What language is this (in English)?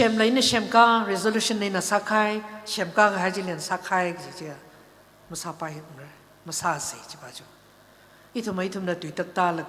Tangkhul Naga (India)